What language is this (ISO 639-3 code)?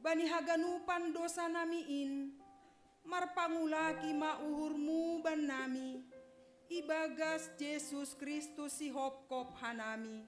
bts